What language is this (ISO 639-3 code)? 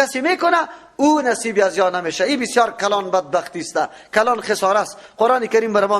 fas